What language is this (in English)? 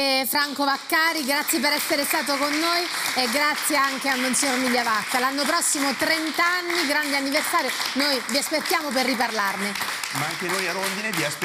Italian